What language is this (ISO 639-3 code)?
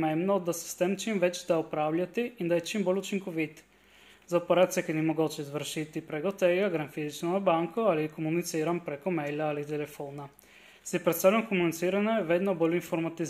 slv